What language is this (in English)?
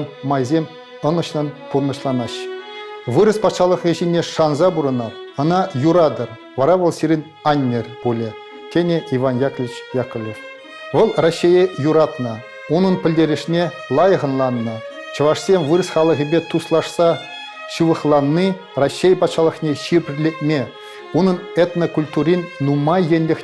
Chuvash